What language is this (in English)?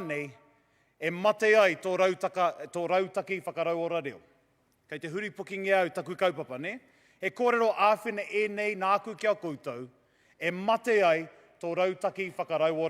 Māori